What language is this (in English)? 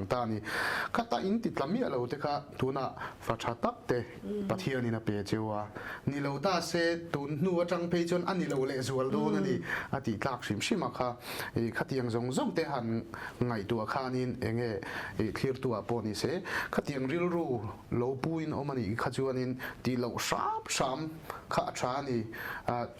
Mizo